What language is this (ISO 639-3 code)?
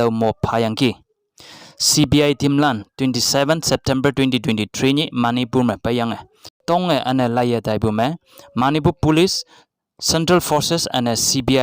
nbe